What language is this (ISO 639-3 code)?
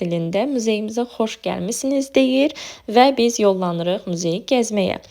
aze